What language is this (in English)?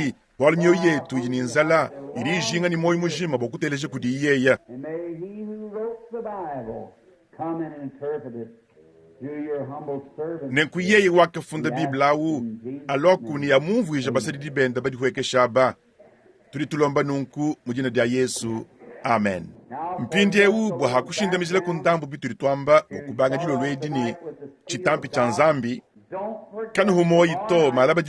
Luba-Lulua